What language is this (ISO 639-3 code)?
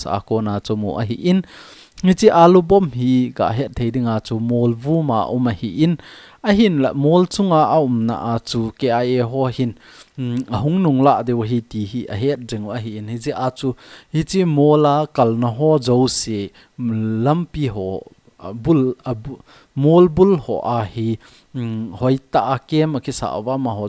tcz